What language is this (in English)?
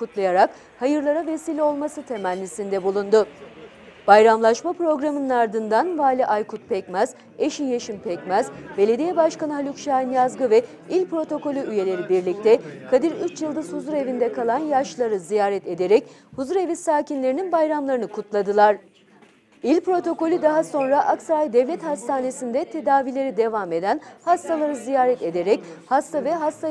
Turkish